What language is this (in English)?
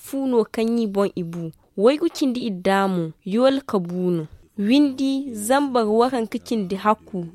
Zarma